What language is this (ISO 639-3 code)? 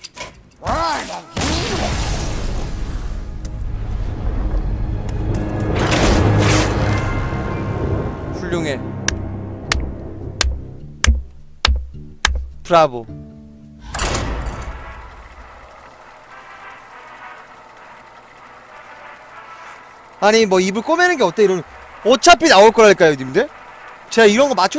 kor